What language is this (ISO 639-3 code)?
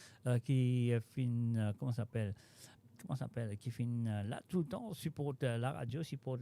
mfe